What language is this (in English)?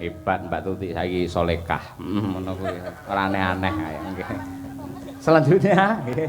Javanese